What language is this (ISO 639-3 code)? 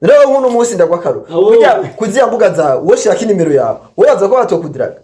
run